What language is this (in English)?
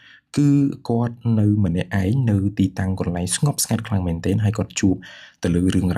Khmer